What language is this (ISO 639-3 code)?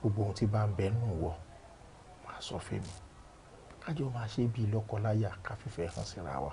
yor